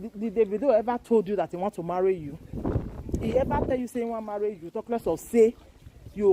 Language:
Nigerian Pidgin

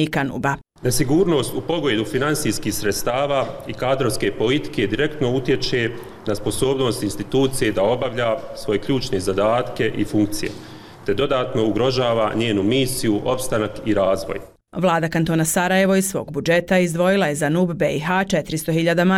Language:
Bosnian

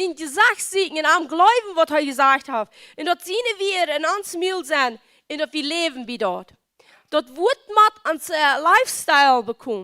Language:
Plautdietsch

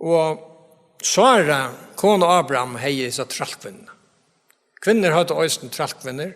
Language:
Faroese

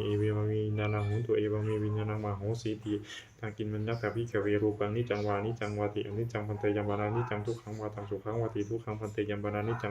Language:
Pali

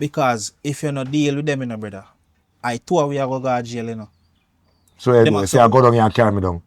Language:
Jamaican Creole English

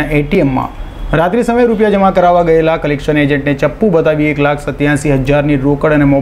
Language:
Gujarati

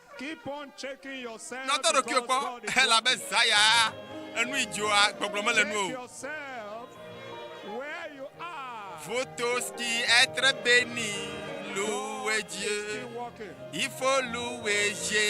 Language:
Ewe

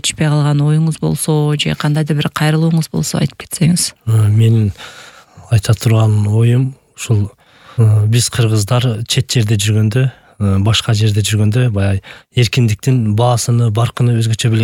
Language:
Kyrgyz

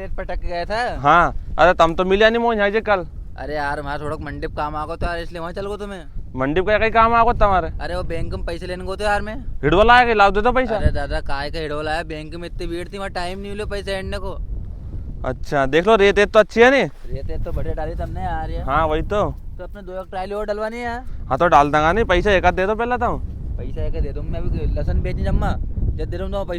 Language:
Rajasthani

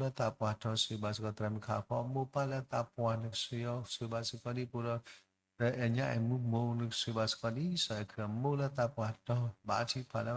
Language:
S'gaw Karen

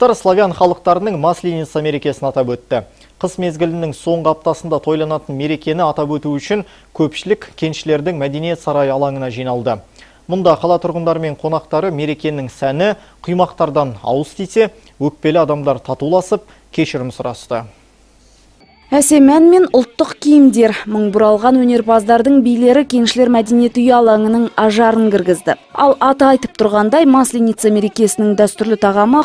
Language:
Kazakh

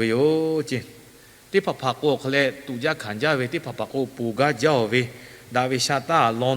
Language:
Lahu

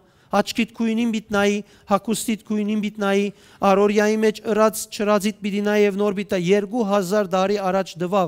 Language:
Western Armenian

